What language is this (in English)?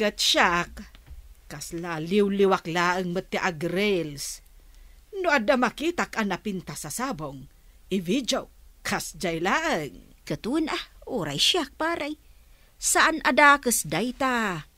Iloko